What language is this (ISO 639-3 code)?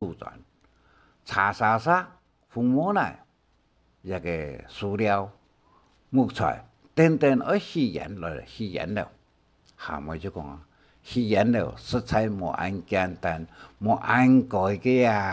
hak